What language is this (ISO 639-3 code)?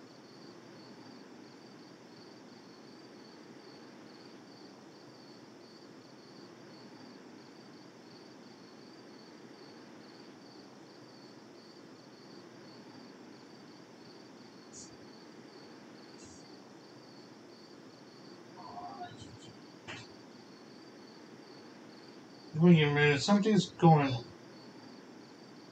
eng